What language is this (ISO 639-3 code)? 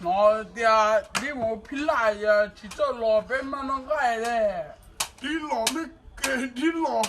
hmn